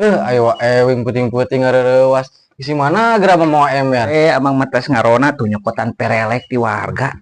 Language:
Sundanese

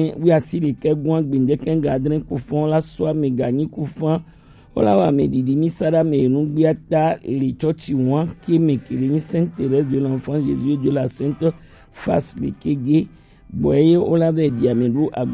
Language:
Gen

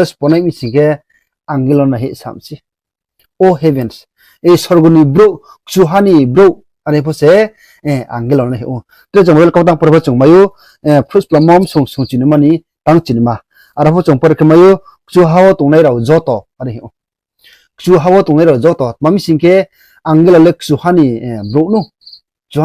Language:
Riang (India)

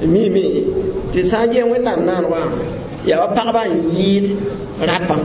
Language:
Mossi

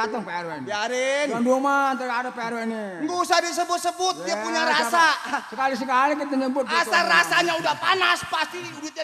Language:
Betawi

